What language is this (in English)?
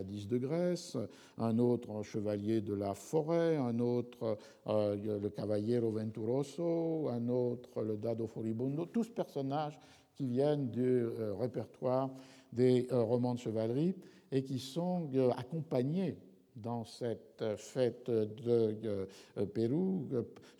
French